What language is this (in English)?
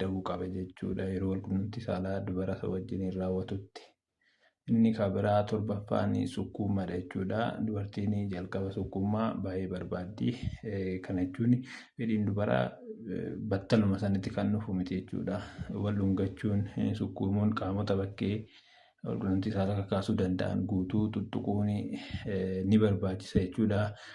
Oromo